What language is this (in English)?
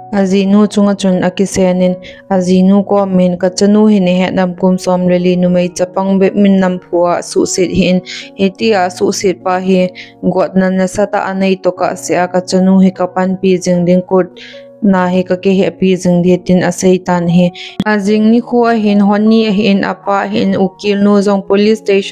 Thado Chin